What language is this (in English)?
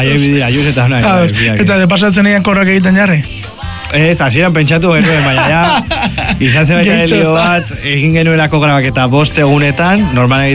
Basque